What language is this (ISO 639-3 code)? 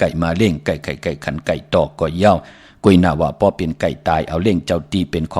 shn